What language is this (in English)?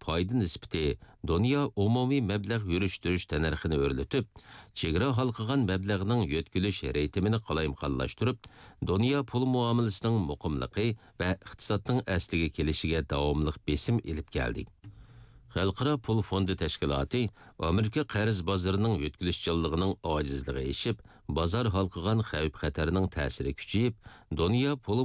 Uyghur